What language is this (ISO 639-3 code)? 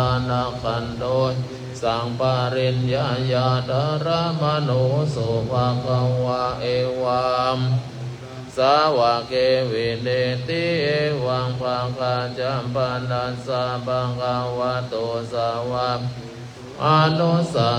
pli